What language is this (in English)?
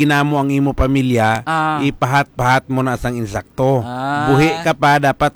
Hiligaynon